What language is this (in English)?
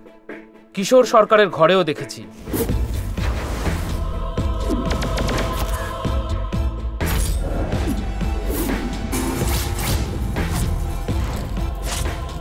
Bangla